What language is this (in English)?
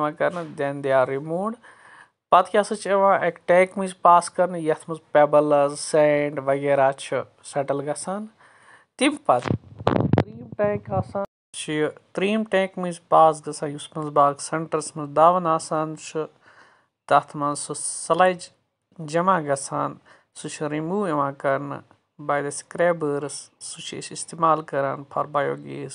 Kashmiri